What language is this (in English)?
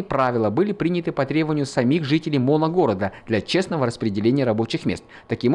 Russian